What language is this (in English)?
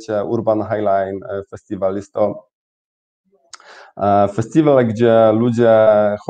Polish